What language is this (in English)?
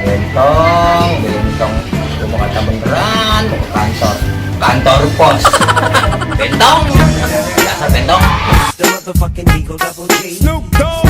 Betawi